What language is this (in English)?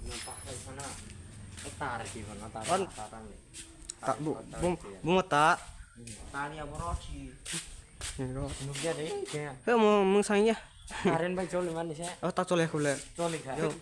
Kok Borok